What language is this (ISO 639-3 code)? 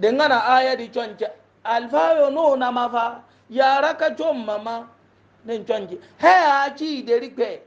hau